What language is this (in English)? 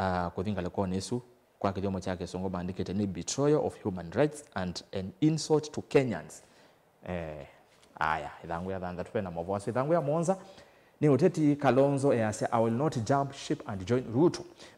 Kamba